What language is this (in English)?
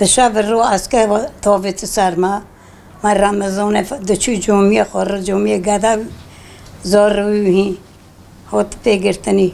Kurdish